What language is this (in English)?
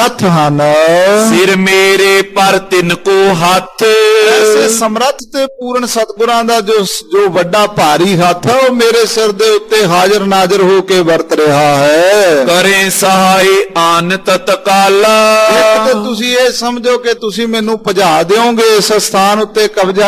Punjabi